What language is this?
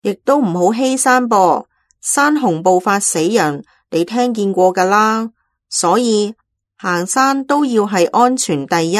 Cantonese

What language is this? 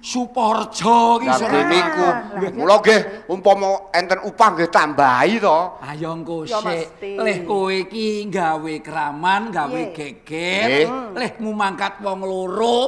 Javanese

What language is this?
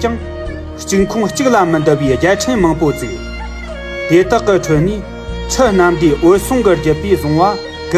Tibetan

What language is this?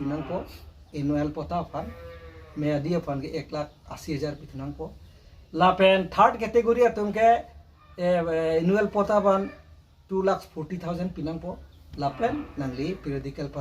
Karbi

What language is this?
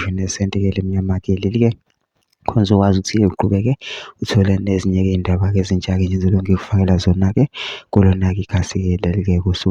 Zulu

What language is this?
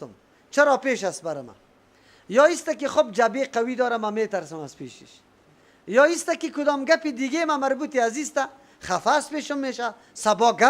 Persian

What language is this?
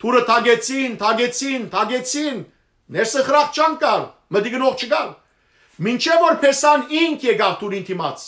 Western Armenian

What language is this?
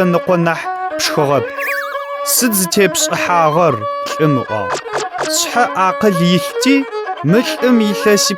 Adyghe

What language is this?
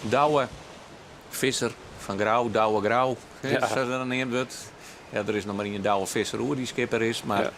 Western Frisian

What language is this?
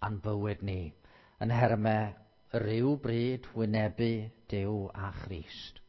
Welsh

